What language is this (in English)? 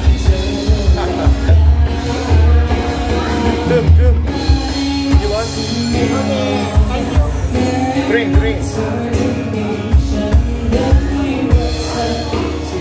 Thai